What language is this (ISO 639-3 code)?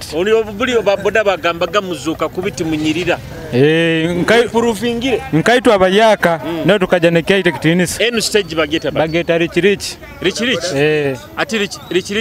nyo